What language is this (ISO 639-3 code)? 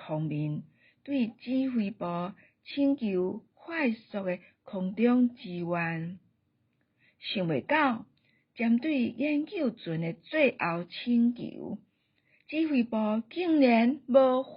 nan